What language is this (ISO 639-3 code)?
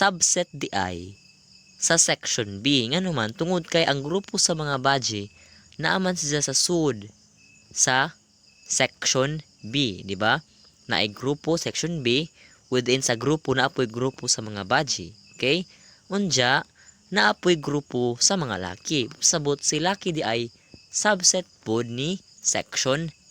ceb